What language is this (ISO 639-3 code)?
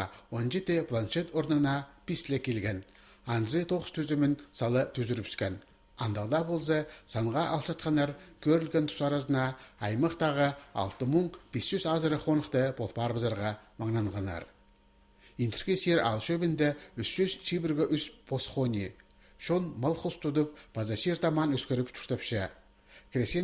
kjh